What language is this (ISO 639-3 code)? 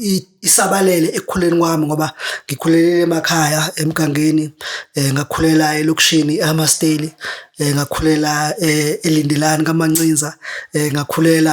zul